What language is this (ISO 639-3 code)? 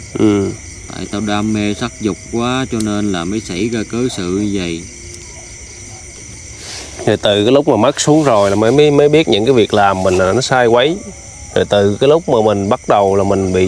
vie